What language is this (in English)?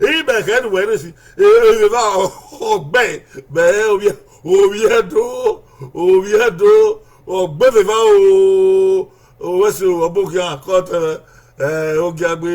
Bini